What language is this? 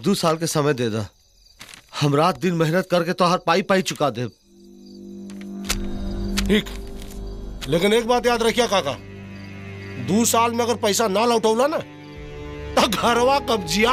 Bhojpuri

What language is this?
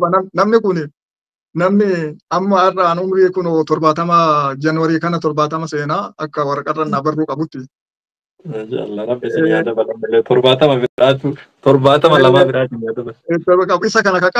Oromo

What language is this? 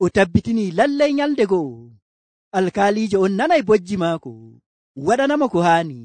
Nigerian Fulfulde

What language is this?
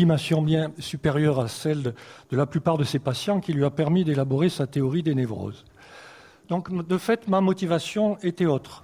French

